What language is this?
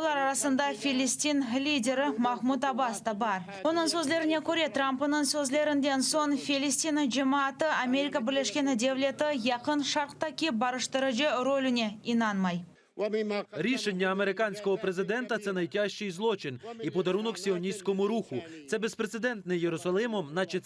Crimean Tatar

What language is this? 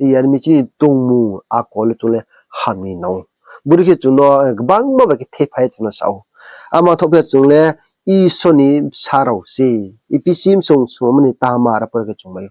Riang (India)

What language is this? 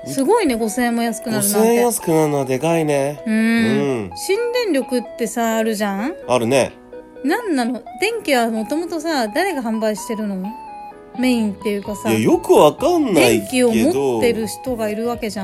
Japanese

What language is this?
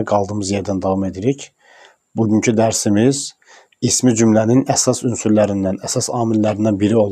Azerbaijani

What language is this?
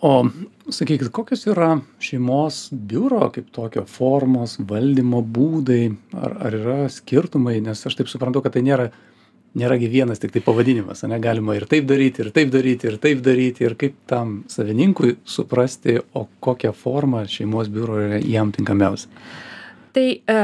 Lithuanian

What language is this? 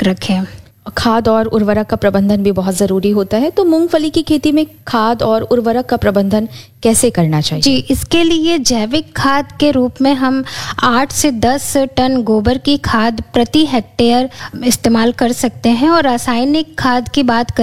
Hindi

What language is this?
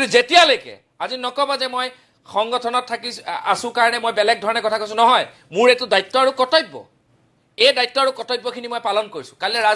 Assamese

